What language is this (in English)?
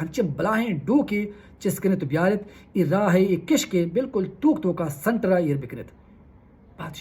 Baluchi